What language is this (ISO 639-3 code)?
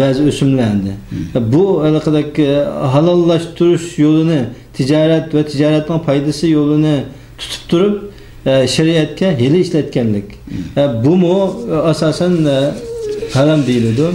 uig